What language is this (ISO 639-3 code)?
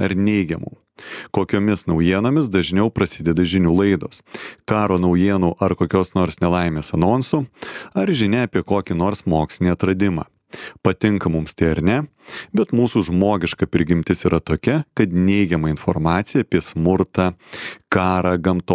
lit